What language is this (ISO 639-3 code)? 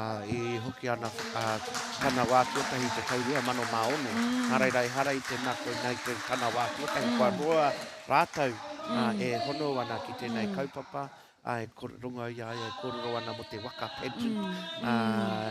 mri